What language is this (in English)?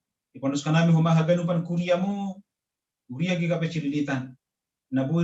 Batak Simalungun